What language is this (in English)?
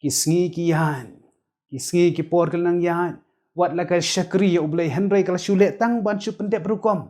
Khasi